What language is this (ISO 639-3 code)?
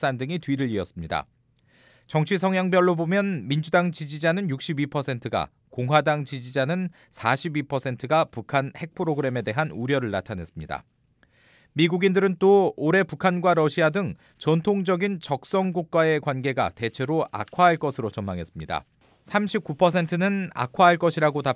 kor